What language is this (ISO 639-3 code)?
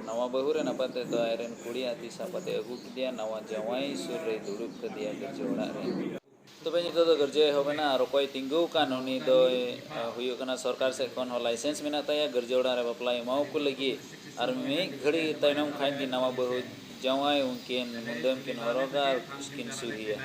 sat